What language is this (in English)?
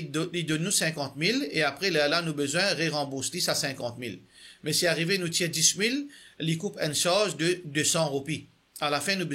Morisyen